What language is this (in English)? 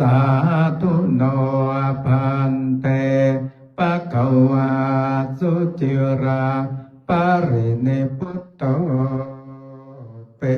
Pali